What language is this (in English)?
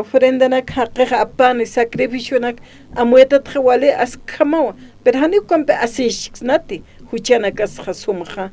Aymara